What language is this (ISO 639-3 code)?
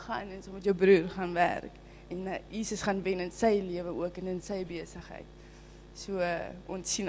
afr